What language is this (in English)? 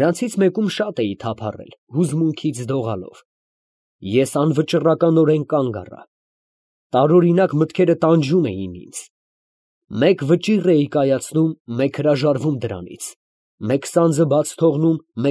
Armenian